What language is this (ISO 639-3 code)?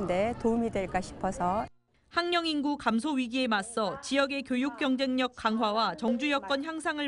kor